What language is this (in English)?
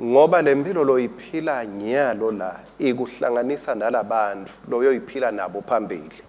Swati